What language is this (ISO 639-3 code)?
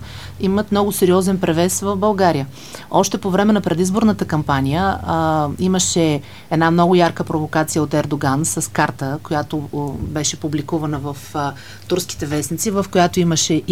bul